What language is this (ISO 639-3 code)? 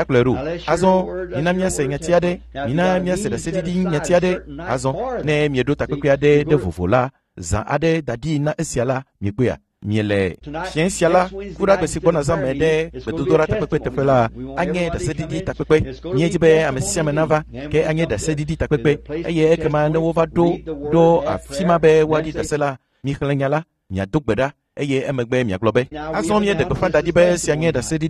ewe